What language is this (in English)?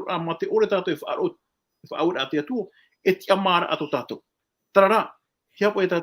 Tahitian